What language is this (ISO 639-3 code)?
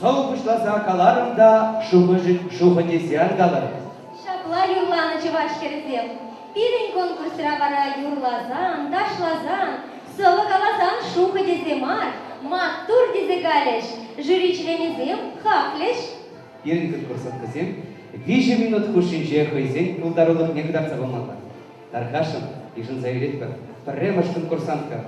chv